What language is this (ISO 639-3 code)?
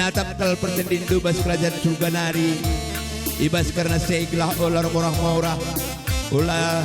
btx